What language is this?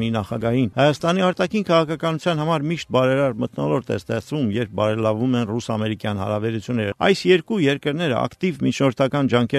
Armenian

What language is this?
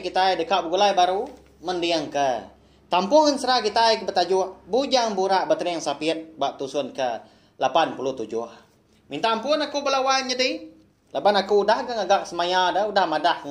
Iban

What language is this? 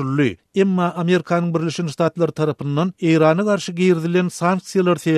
Turkmen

